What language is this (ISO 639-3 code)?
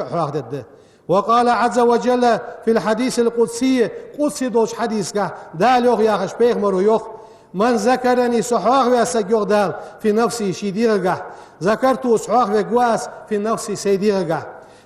inh